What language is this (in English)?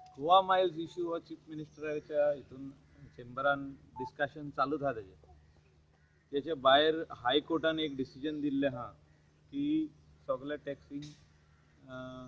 Konkani